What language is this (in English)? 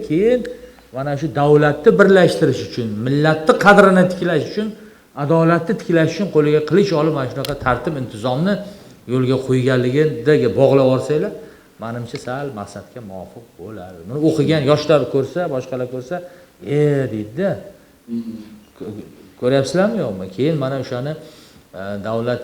Uzbek